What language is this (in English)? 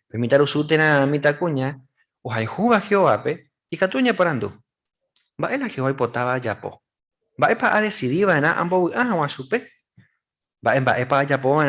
Guarani